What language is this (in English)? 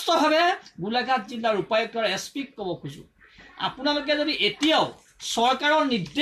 Assamese